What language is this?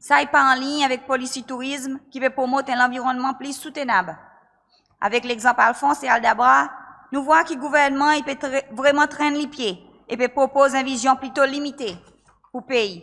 Seselwa Creole French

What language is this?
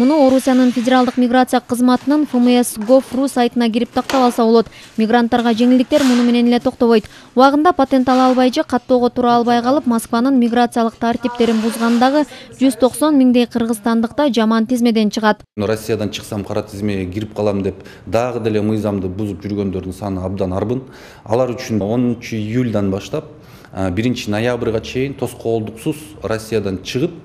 Kyrgyz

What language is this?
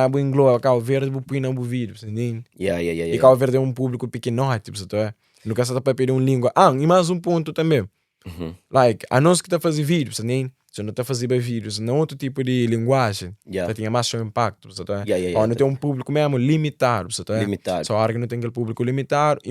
Kabuverdianu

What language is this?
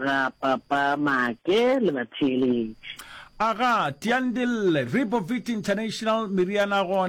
Northern Sotho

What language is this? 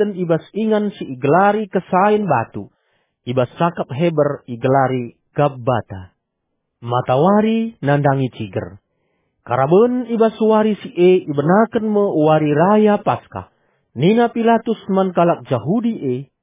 Batak Karo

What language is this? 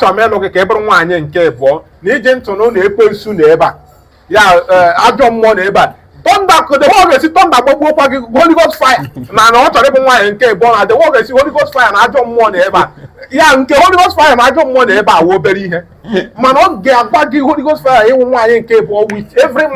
Igbo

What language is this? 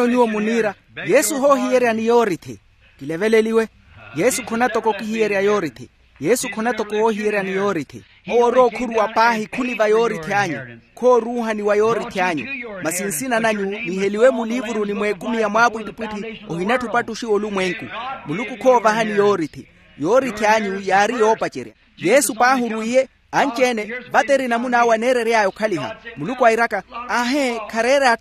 Makhuwa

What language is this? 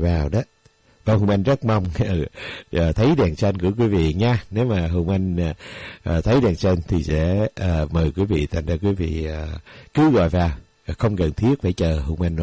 Vietnamese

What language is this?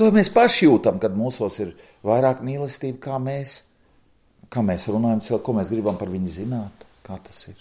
Latvian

